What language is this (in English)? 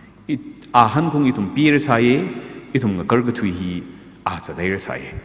Tangkhul Naga (India)